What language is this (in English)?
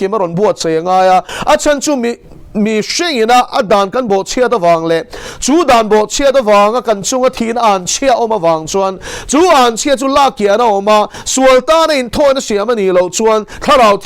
Mizo